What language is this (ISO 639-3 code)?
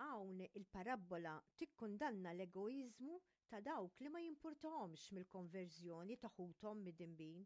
mlt